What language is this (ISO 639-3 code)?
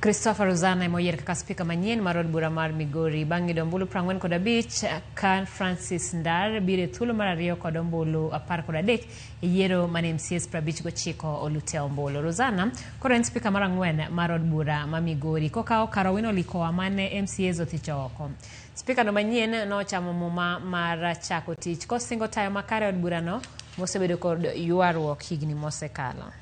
luo